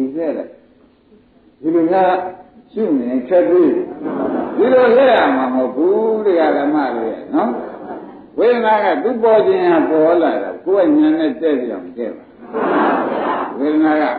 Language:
Burmese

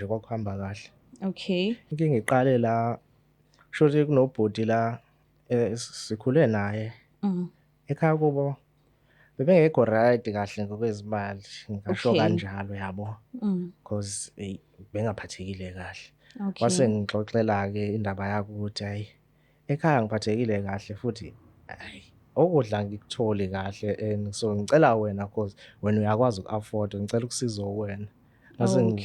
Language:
Zulu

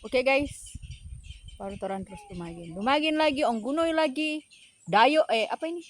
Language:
Manado Malay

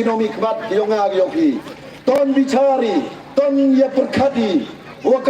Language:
Pnar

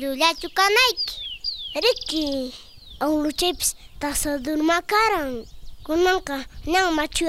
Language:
South Bolivian Quechua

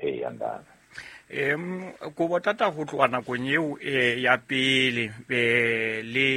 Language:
Southern Sotho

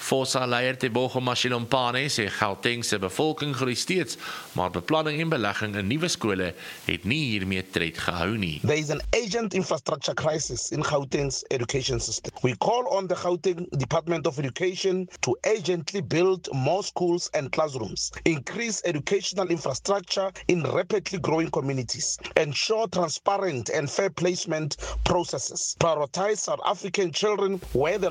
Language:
Afrikaans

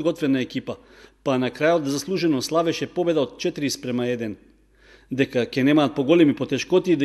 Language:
Macedonian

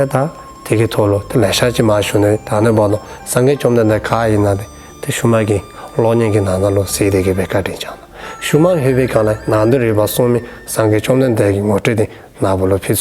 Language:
Dzongkha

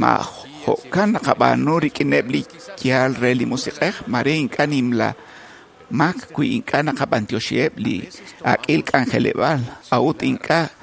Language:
Kekchí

